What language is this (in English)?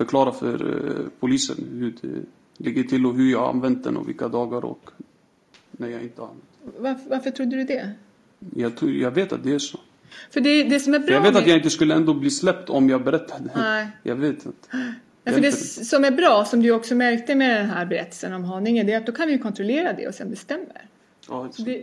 Swedish